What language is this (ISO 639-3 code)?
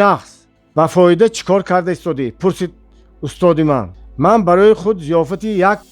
tgk